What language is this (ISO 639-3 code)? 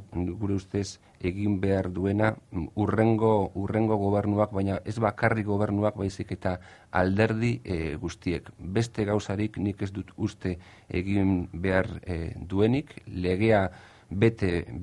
eus